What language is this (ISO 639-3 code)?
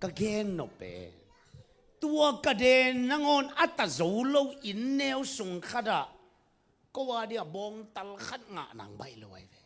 ctd